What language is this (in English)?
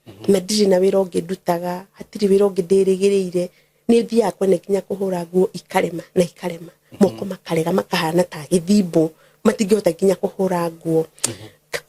Kikuyu